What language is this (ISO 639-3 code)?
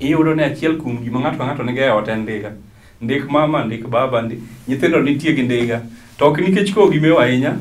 luo